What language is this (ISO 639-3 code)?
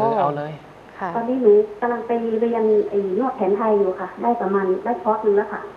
tha